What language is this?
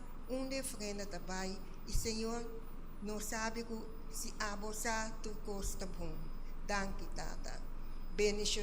Papiamento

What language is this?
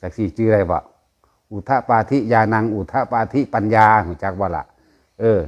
Northeastern Thai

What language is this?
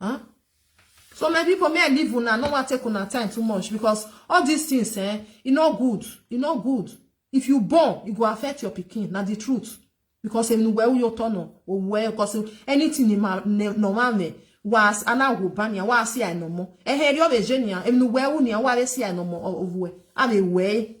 Nigerian Pidgin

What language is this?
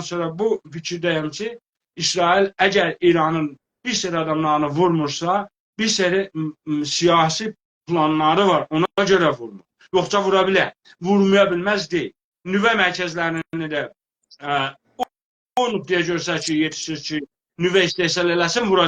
South Azerbaijani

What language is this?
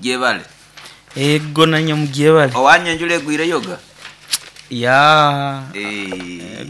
Nyoro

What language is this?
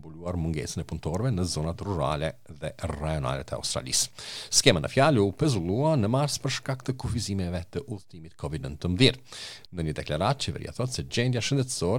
Albanian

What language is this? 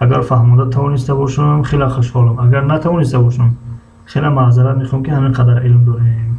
Tajik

